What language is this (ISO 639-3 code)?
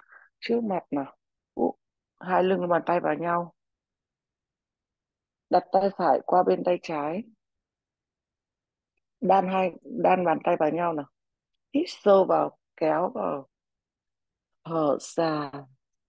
vie